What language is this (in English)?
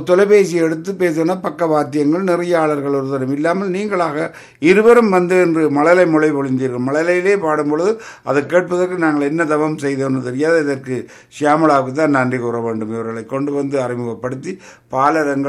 Tamil